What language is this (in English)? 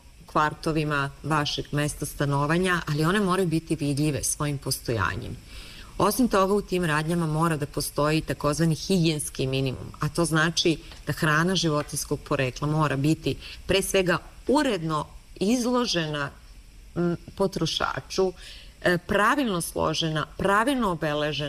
Serbian